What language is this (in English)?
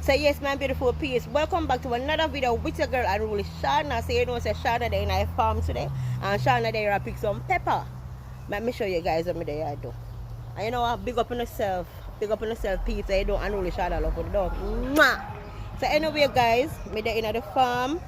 Jamaican Creole English